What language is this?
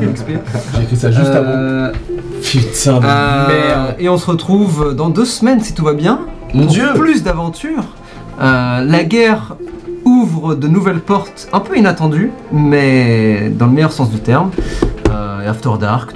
French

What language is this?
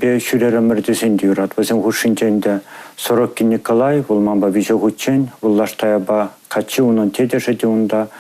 Chuvash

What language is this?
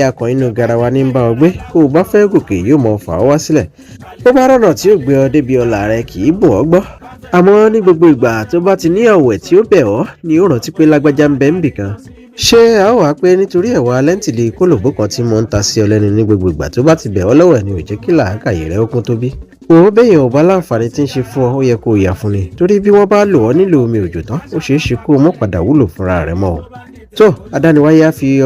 Yoruba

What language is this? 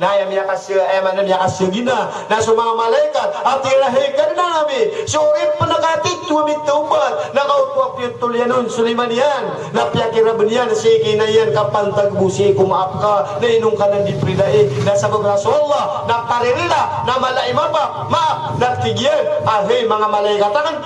Maranao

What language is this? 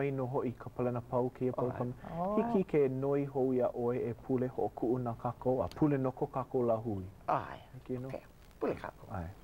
Hawaiian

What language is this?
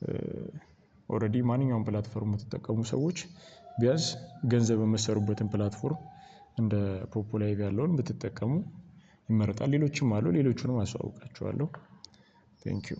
Amharic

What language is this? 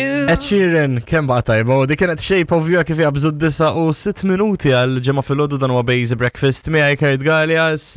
Maltese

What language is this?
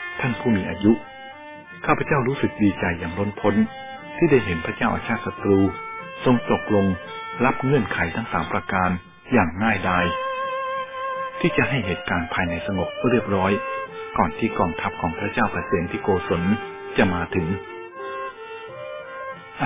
Thai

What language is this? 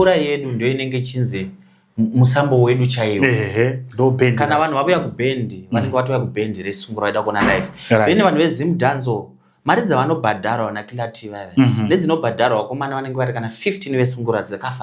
Shona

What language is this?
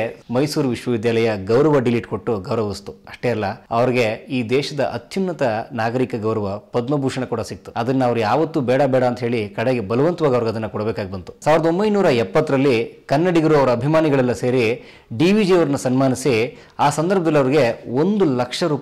Kannada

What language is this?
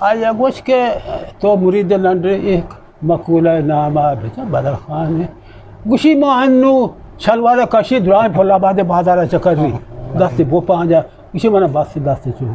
Eastern Balochi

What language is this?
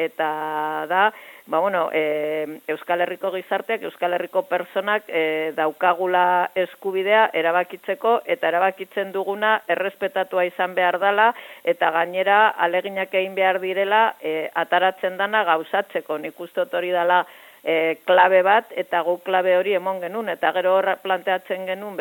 Basque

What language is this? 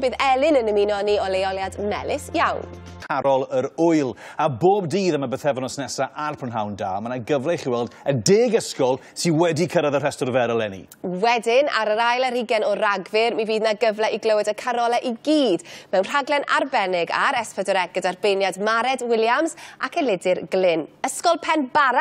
Welsh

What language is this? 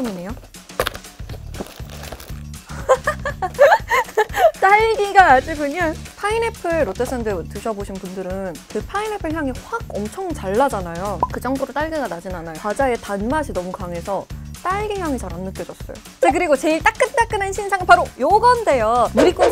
Korean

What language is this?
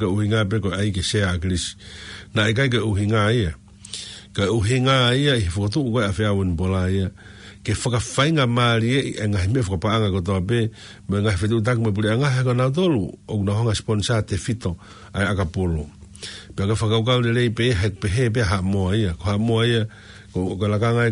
Tongan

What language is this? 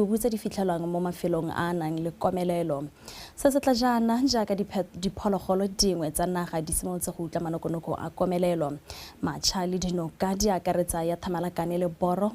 Tswana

